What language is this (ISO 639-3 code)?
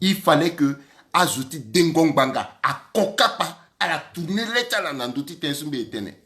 sag